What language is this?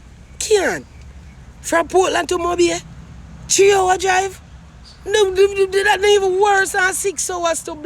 Jamaican Creole English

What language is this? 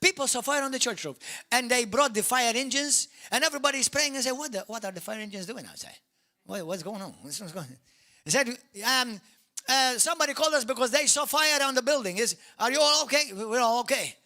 English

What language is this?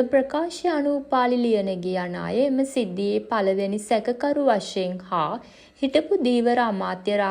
Sinhala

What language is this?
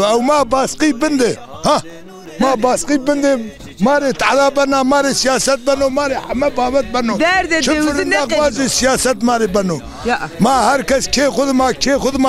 Zaza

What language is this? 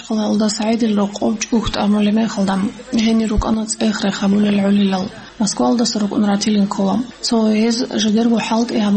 Avaric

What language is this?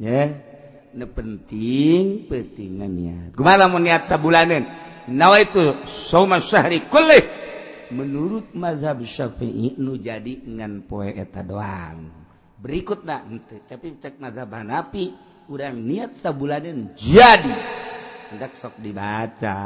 Sundanese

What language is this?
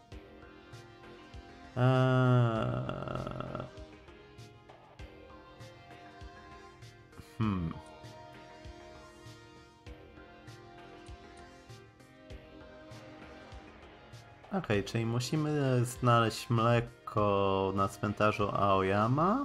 Polish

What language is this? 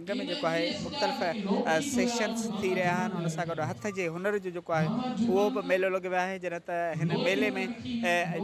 Sindhi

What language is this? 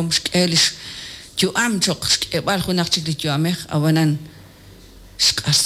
Kekchí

